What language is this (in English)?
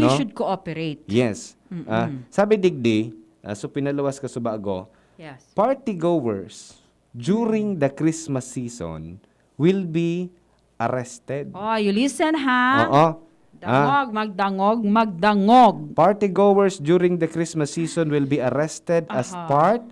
Bikol